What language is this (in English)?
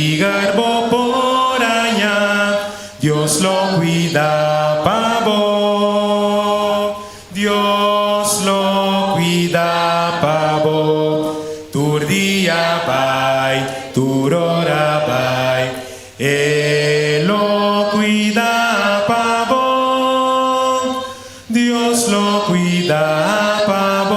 Papiamento